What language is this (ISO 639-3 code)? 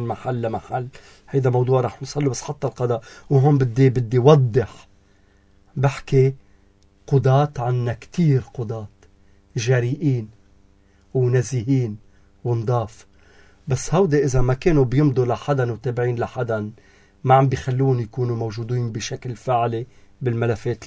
apc